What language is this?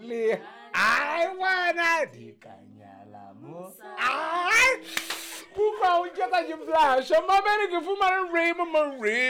Southern Sotho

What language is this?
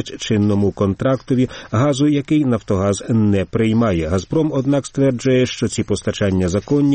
Ukrainian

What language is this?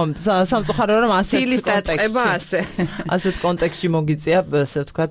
Georgian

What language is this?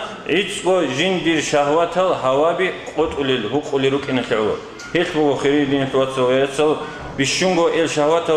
Avaric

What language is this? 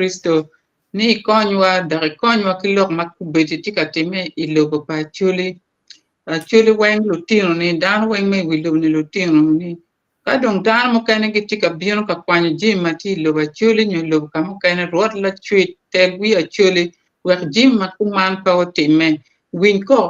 Acoli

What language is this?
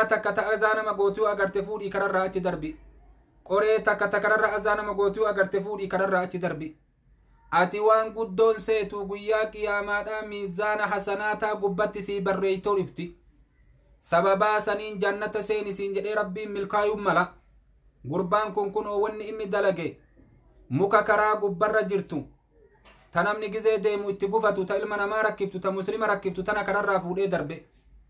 Oromo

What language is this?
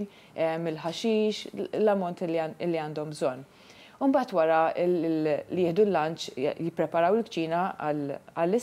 Maltese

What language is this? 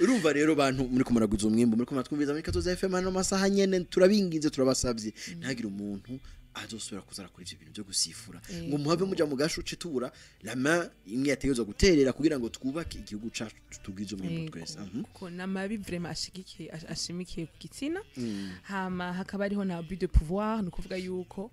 Rundi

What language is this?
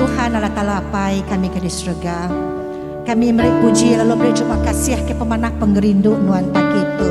Iban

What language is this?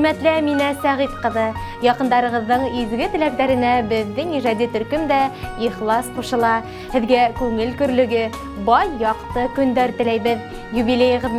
Bashkir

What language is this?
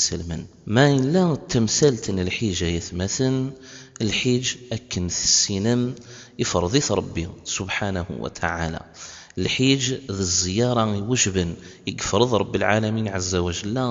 Kabyle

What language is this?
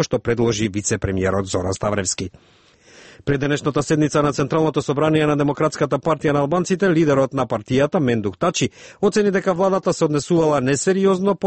Macedonian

